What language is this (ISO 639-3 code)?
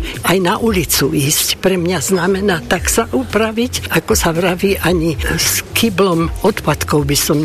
slk